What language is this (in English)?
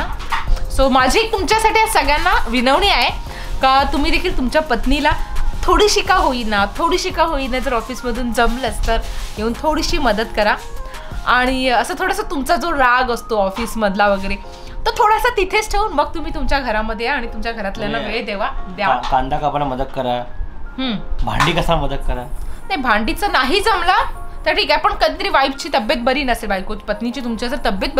Marathi